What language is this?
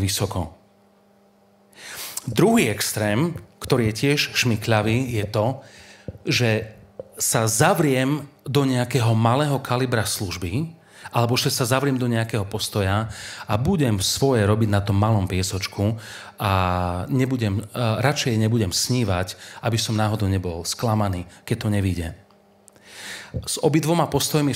Slovak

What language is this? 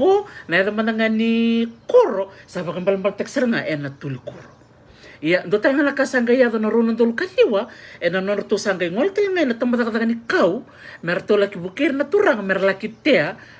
Fijian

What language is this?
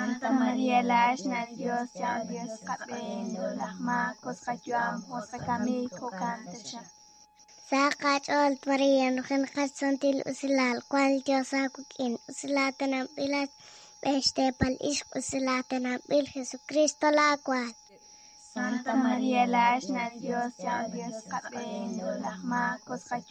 Kekchí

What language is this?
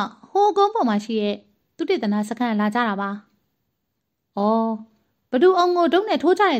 Burmese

